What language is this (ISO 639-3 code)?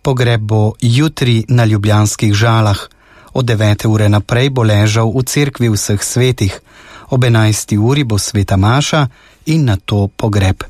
slv